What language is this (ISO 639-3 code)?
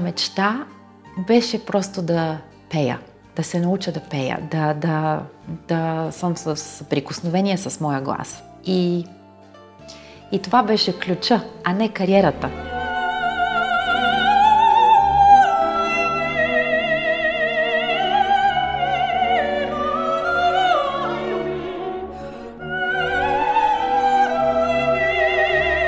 bul